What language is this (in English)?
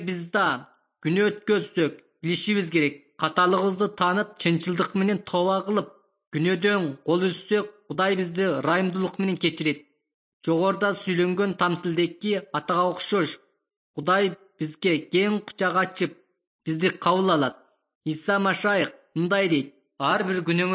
Kyrgyz